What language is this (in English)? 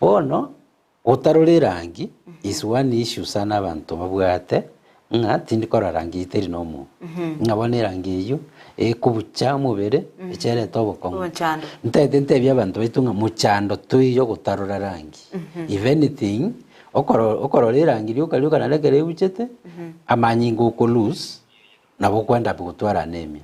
Gusii